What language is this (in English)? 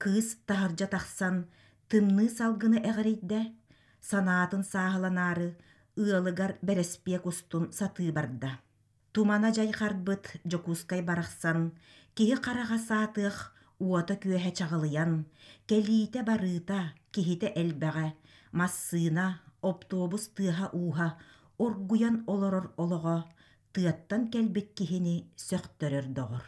Yakut